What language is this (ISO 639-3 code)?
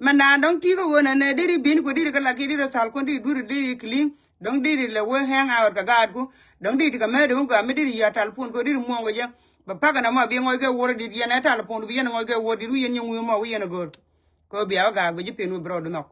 nus